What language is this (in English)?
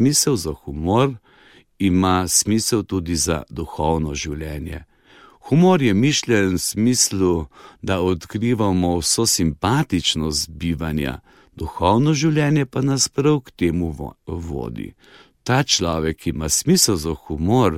Slovenian